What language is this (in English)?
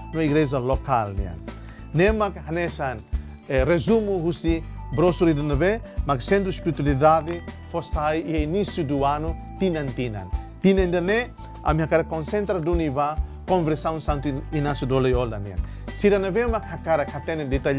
Tetum